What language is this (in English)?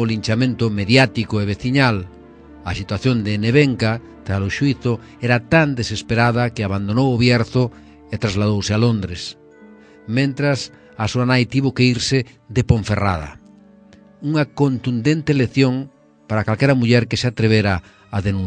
Galician